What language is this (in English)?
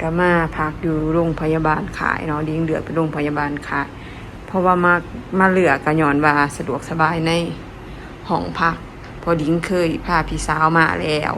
Lao